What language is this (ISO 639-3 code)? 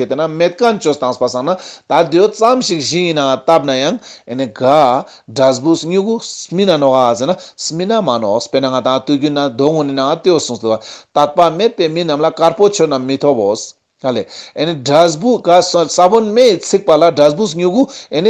lbj